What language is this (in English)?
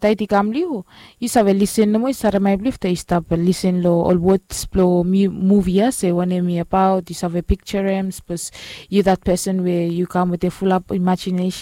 Bislama